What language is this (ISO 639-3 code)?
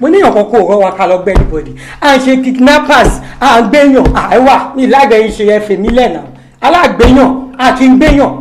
yor